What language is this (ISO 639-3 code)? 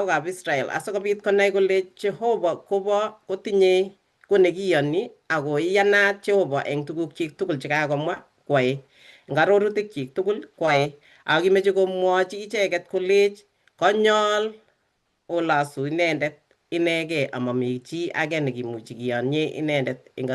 kln